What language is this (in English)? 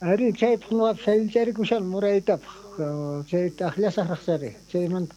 South Bolivian Quechua